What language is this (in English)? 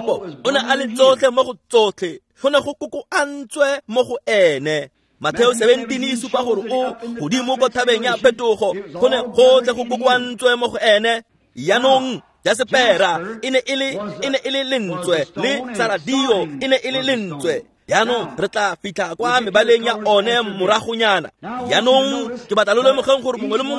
Tswana